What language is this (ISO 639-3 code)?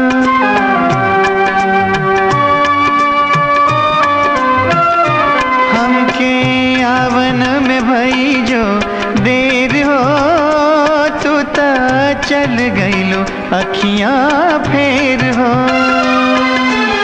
bho